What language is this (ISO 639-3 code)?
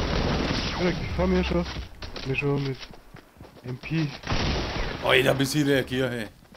bar